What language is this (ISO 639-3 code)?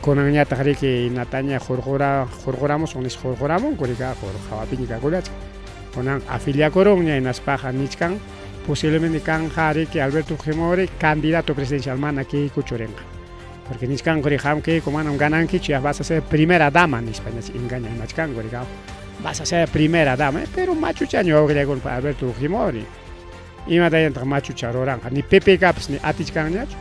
quy